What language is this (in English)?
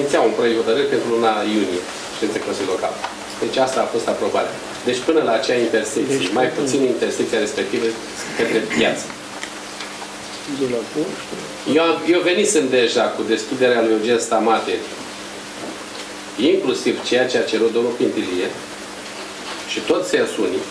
Romanian